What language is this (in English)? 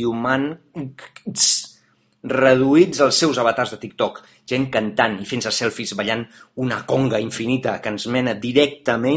Catalan